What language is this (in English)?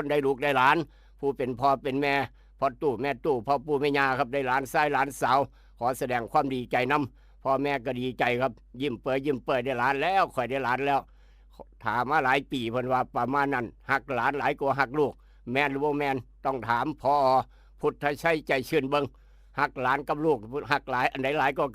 Northeastern Thai